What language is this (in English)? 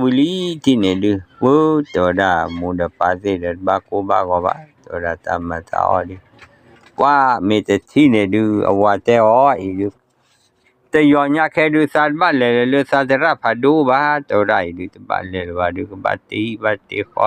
S'gaw Karen